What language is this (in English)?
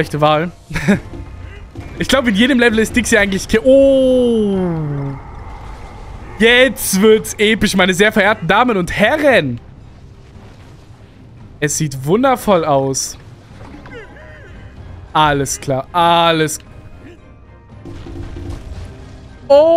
German